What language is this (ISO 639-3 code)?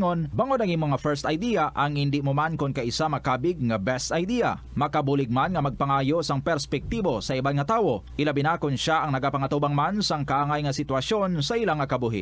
hil